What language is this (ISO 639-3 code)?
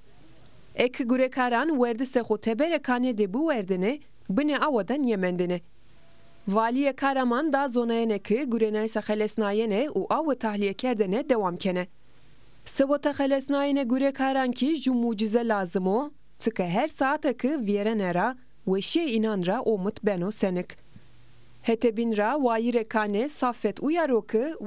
zza